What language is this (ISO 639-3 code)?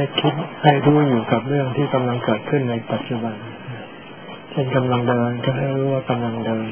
tha